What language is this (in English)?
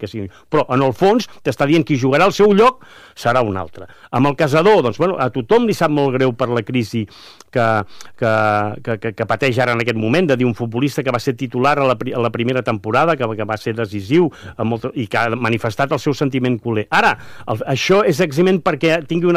Catalan